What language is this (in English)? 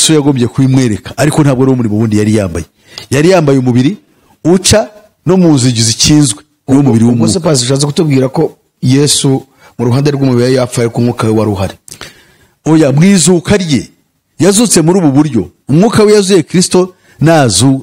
Kinyarwanda